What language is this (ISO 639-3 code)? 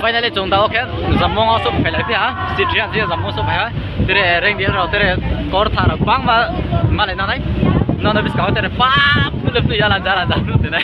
ria